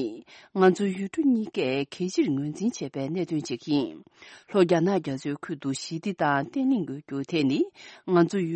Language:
Tibetan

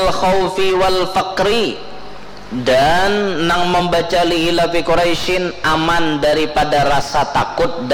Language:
Banjar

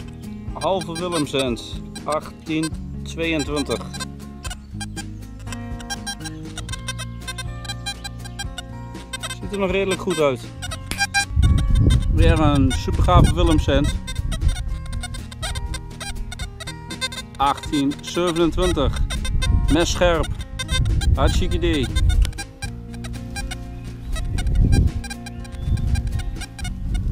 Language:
Dutch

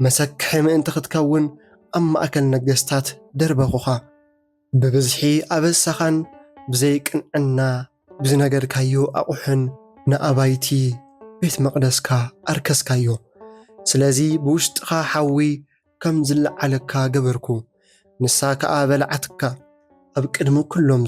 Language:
Tigrinya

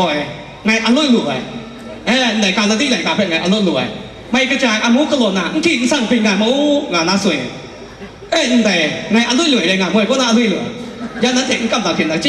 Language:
Kachin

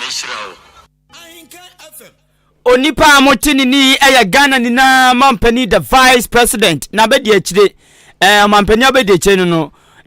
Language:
Akan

